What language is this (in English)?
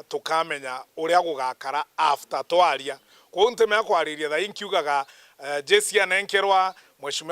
Meru